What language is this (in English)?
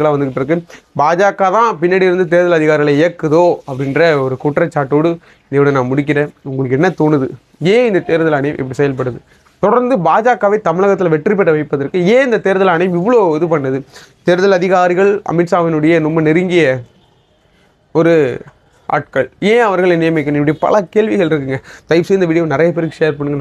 Tamil